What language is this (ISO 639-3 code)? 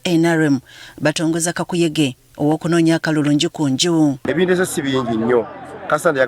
lug